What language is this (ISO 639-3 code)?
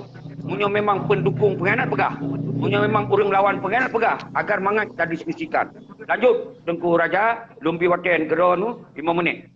ace